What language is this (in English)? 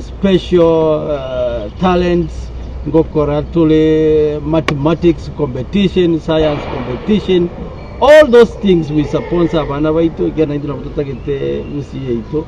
Gusii